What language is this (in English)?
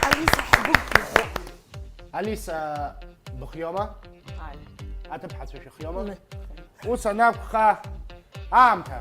Abkhazian